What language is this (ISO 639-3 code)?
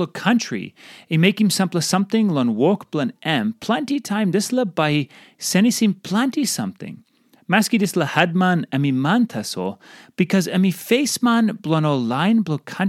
tpi